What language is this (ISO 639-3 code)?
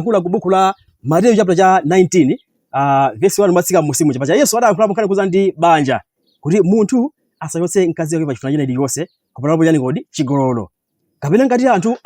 nya